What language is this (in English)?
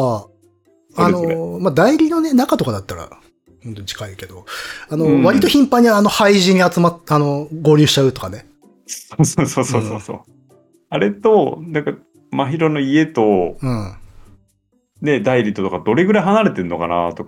Japanese